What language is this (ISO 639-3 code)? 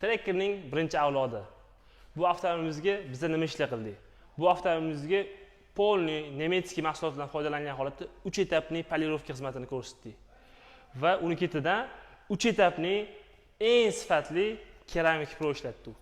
uzb